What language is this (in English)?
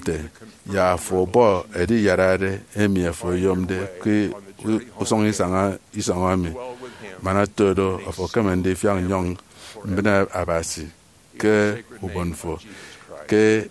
Efik